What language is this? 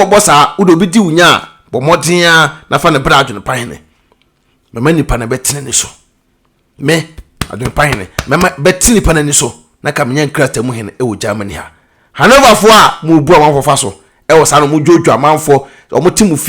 Akan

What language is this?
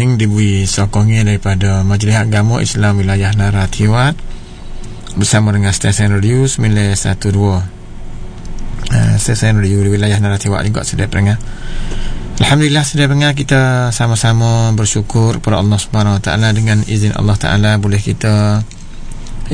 Malay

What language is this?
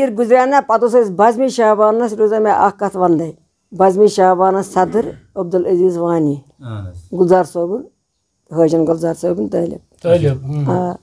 Kashmiri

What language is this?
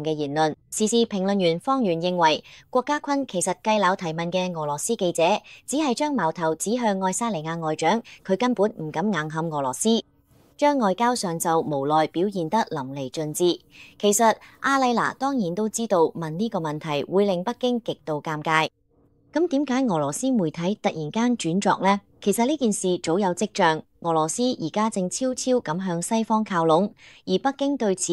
Cantonese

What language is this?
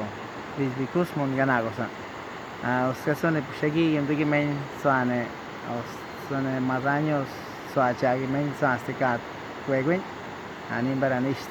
Awa-Cuaiquer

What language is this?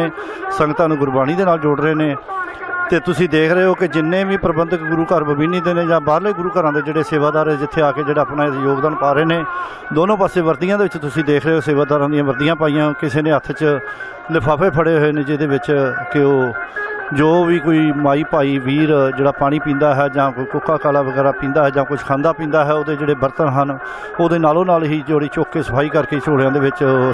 Punjabi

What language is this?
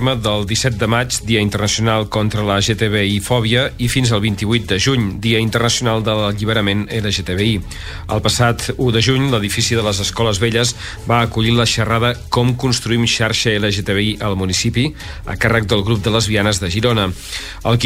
Catalan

